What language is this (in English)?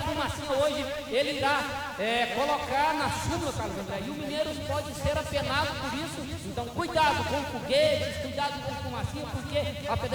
Portuguese